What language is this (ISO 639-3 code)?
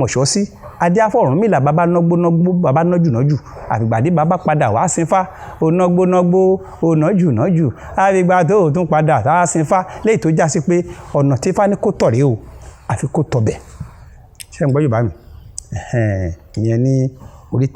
yor